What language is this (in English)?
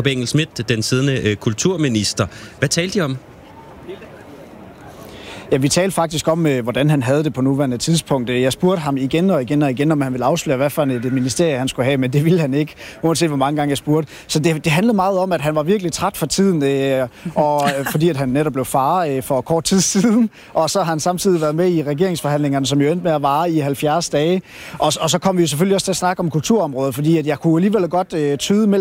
Danish